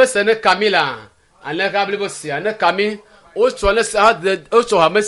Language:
Ewe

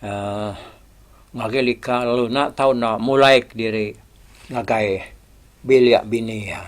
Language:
Iban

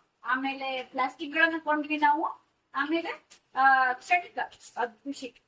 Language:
Kannada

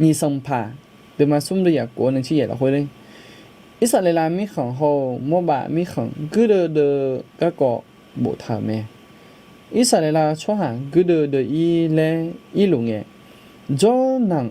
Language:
Akha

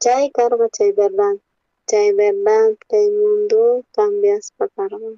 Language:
South Bolivian Quechua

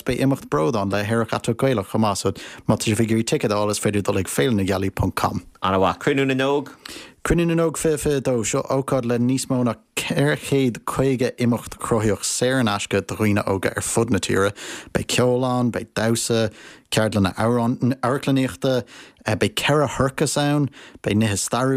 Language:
Irish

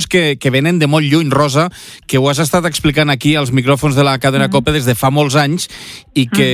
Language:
Catalan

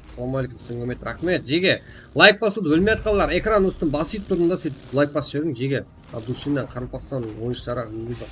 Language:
Kara-Kalpak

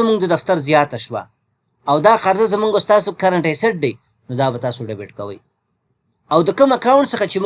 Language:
Pashto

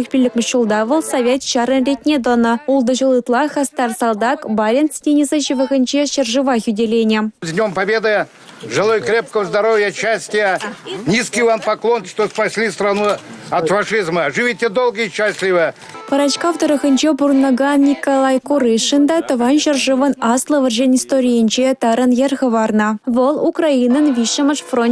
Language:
Chuvash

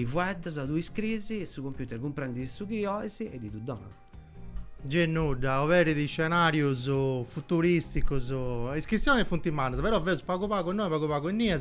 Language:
Sardinian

